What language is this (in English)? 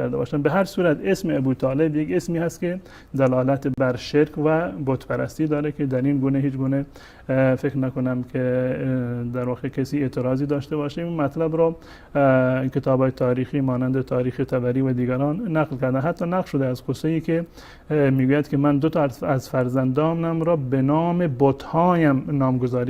Persian